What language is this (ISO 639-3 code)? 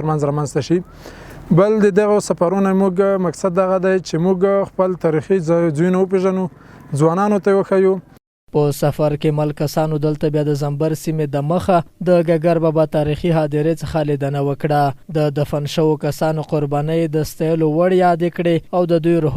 pus